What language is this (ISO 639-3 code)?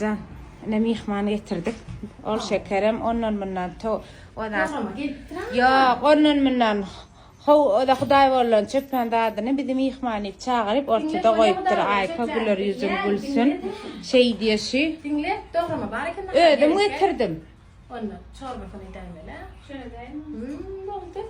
tuk